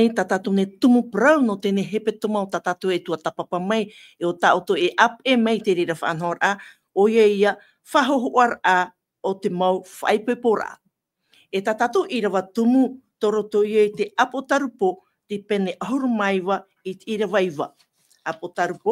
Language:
Tahitian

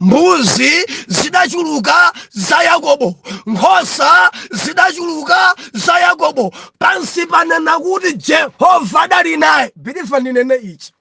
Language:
Nyanja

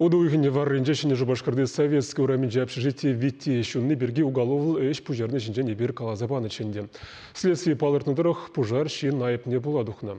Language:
Chuvash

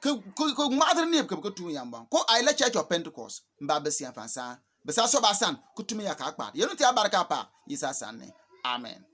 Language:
Bimoba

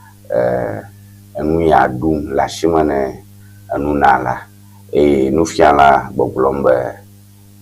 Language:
Ewe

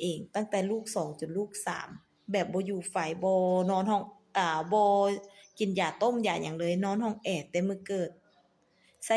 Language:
Lao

